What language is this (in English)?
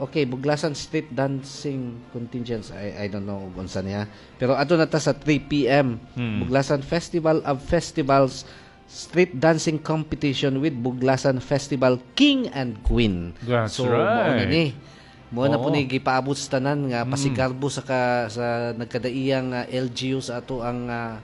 Cebuano